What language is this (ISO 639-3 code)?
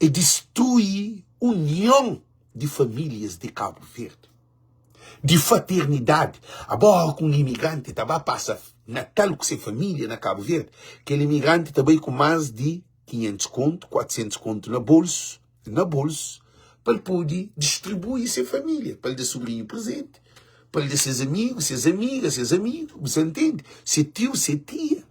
kea